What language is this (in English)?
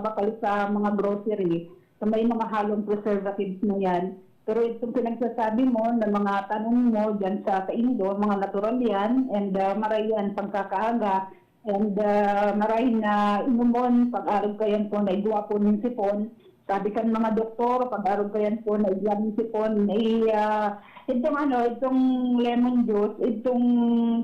Bikol